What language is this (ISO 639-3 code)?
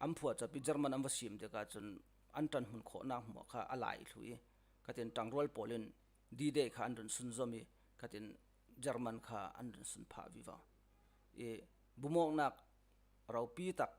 cfm